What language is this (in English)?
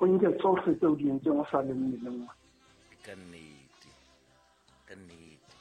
Southern Sotho